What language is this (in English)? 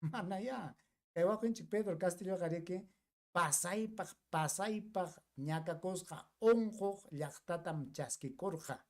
Ayacucho Quechua